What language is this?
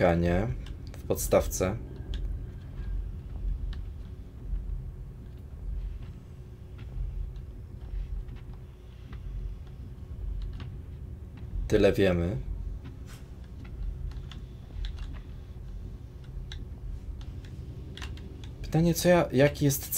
Polish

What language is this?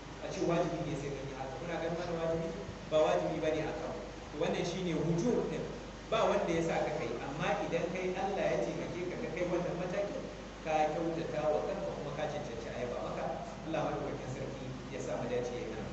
Hausa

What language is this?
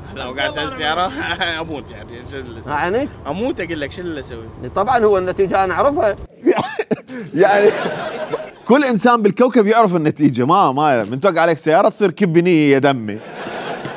Mesopotamian Arabic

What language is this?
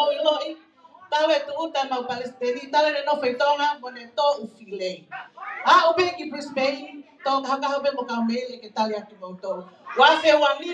Tongan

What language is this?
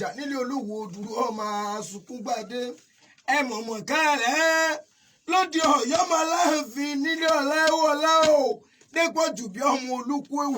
Yoruba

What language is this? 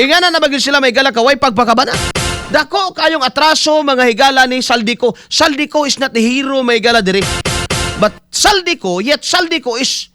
Cebuano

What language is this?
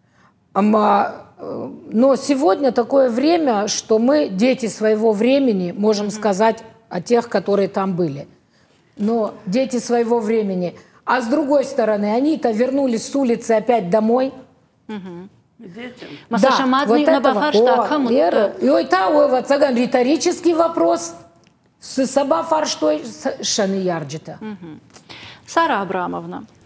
Ossetic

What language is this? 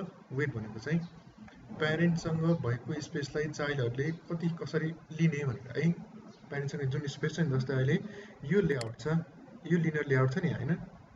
Nepali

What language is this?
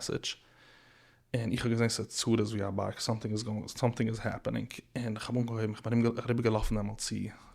Yiddish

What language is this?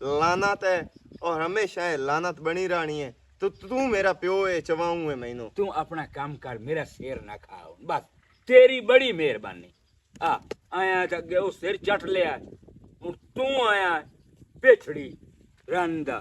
Western Panjabi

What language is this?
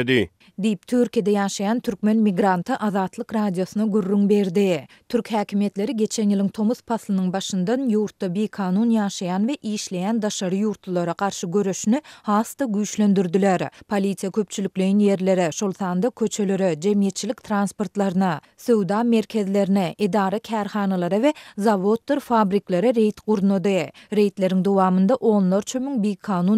Turkmen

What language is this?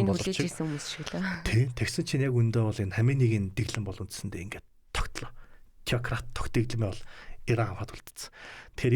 Mongolian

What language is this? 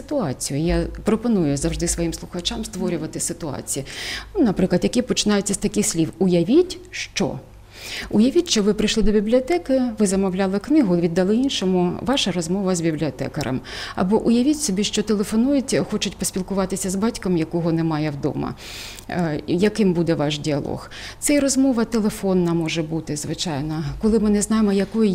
Ukrainian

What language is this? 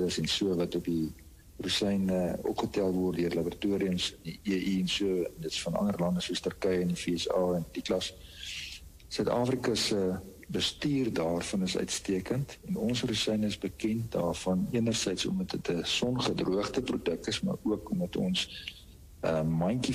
Afrikaans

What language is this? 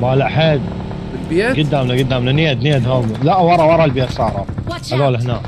Mesopotamian Arabic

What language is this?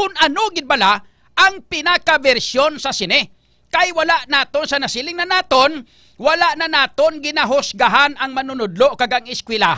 Hiligaynon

